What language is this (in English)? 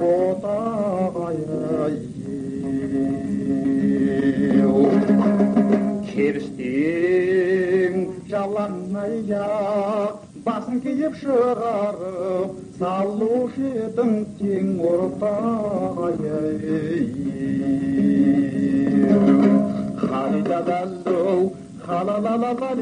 Kazakh